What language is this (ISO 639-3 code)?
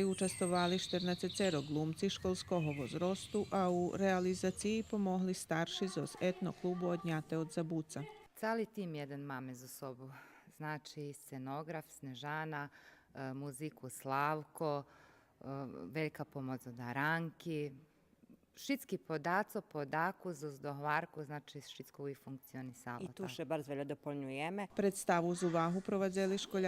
rue